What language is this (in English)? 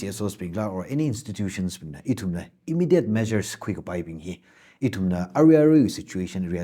Tangkhul Naga (India)